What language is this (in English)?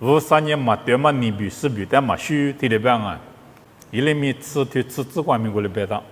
Lisu